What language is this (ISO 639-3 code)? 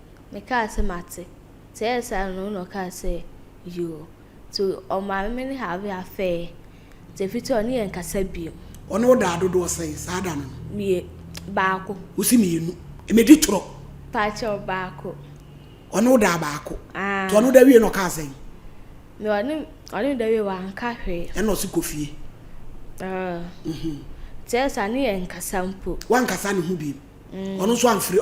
aka